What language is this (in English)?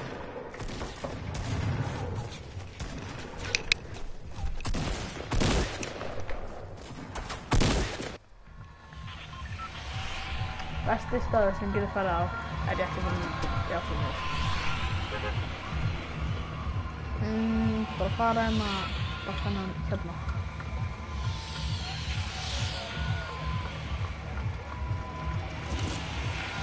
Icelandic